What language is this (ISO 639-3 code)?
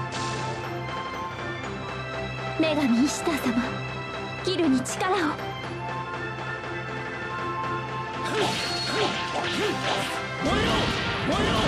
jpn